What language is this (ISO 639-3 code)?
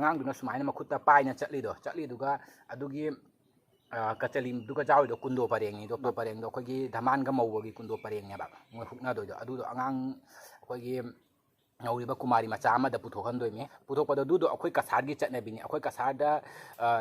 mni